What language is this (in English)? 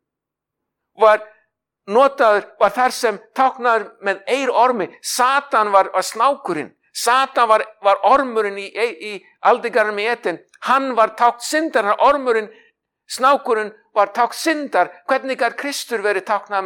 Icelandic